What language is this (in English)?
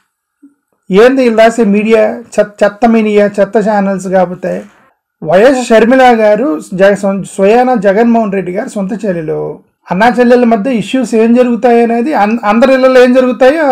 Telugu